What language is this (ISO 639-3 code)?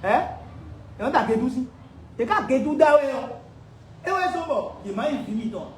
fon